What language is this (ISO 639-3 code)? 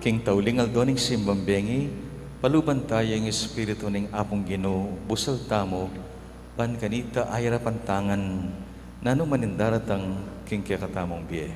pam